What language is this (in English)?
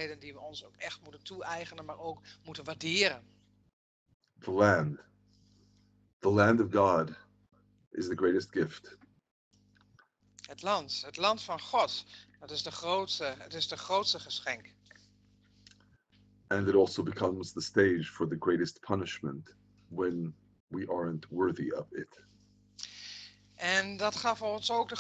Dutch